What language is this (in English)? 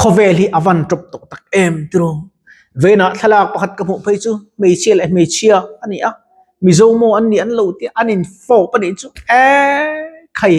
Mizo